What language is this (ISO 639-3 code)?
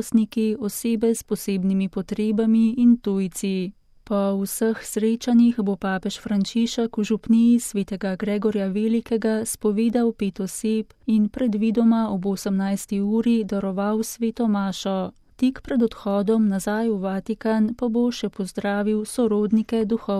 slv